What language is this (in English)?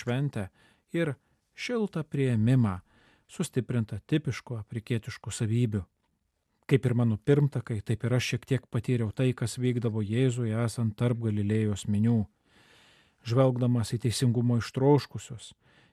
Lithuanian